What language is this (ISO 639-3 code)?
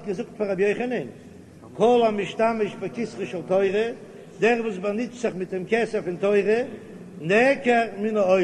yid